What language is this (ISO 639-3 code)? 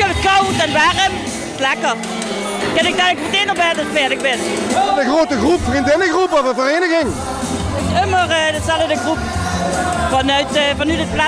lim